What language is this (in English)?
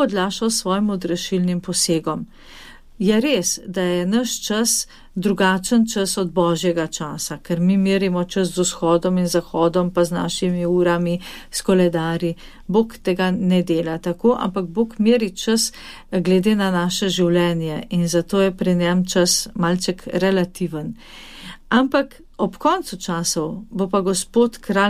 Slovenian